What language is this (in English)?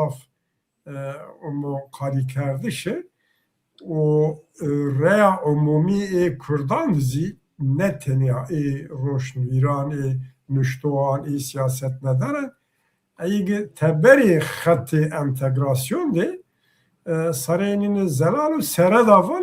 Zaza